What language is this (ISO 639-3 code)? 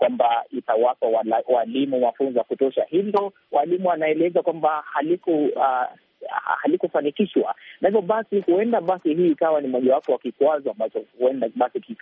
swa